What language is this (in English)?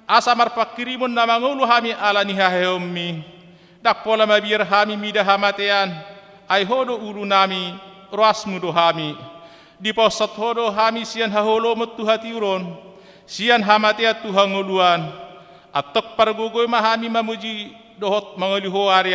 Batak Toba